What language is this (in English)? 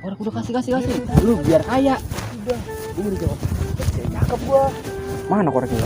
Betawi